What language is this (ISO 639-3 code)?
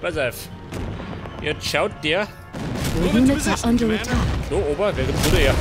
bar